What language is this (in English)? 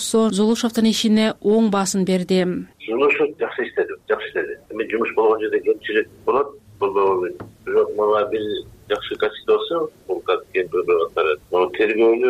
Kyrgyz